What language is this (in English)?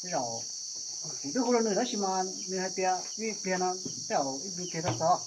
Hmong